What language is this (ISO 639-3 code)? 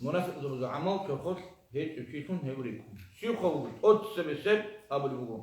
ava